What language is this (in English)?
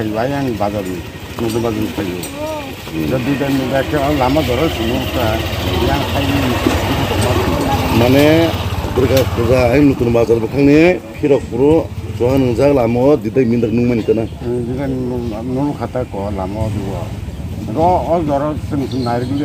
Kok Borok